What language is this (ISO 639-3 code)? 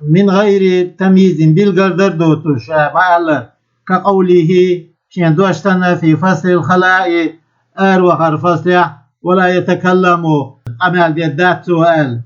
che